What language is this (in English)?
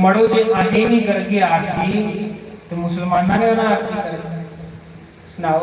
Dogri